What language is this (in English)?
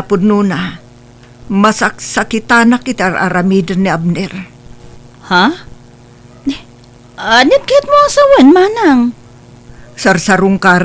Iloko